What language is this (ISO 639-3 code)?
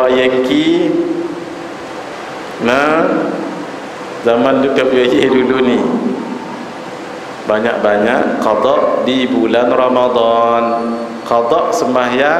msa